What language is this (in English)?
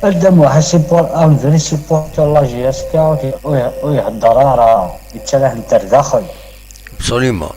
Kabyle